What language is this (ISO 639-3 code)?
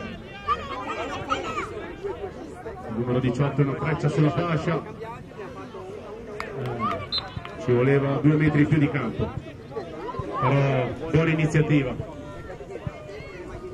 ita